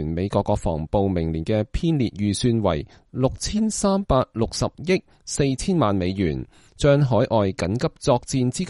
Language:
Cantonese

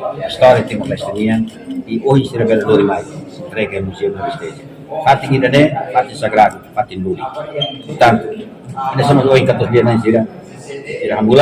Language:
Tetum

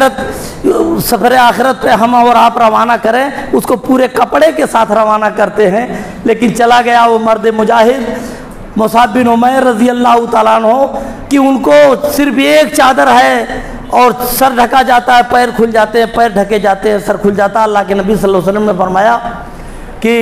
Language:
Urdu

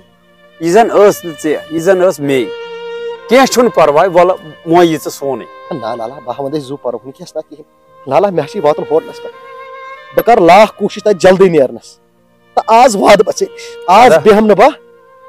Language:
Kashmiri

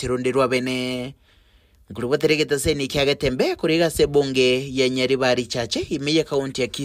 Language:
Gusii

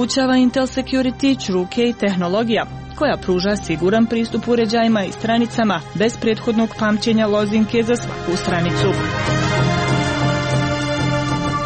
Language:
Croatian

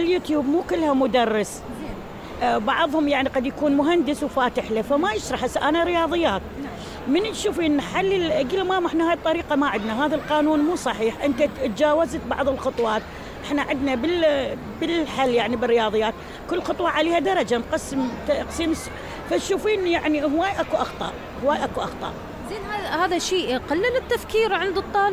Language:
Mesopotamian Arabic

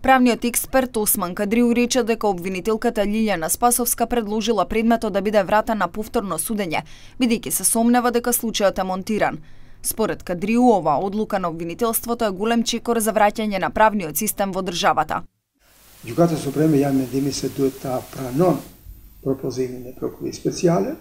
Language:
Macedonian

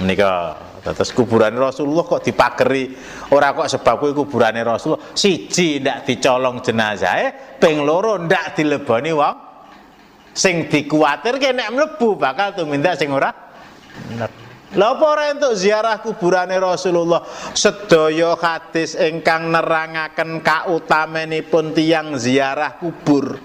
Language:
Javanese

